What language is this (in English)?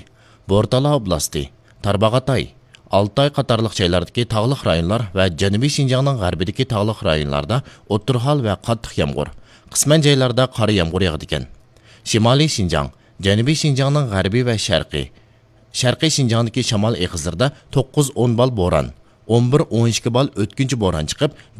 Uyghur